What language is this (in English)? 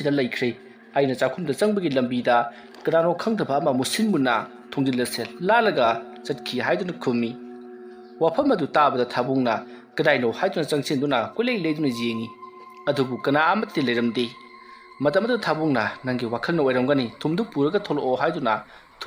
Manipuri